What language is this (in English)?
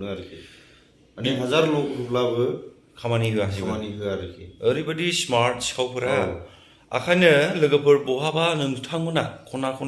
Bodo